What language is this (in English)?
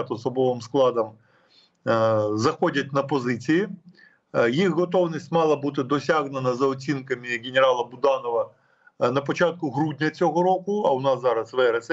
Ukrainian